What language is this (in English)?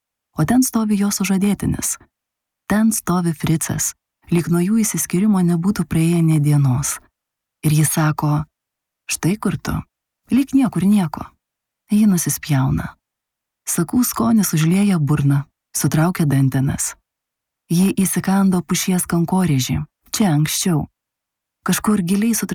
Lithuanian